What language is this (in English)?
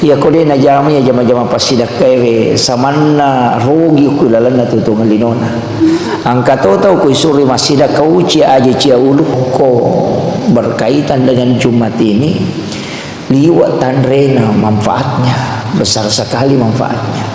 Buginese